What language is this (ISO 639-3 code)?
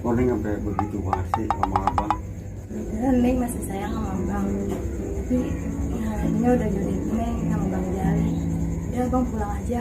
bew